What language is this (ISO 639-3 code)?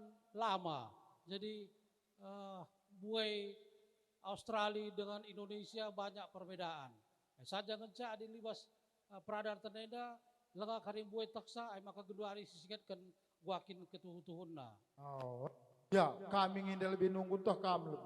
btx